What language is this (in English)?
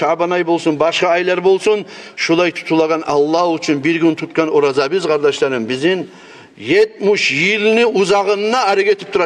Kumyk